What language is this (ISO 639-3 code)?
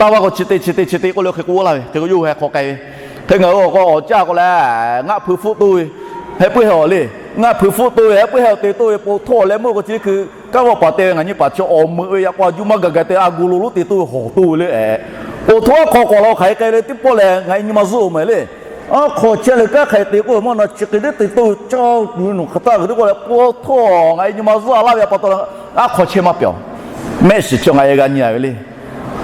lhu